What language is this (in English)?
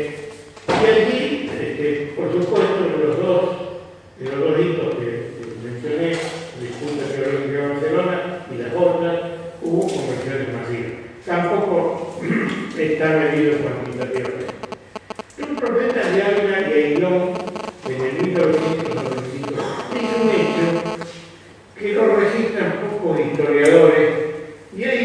Ladino